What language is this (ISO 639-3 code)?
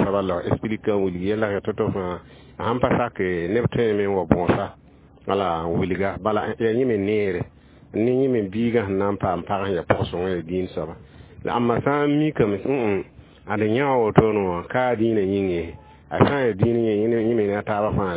mos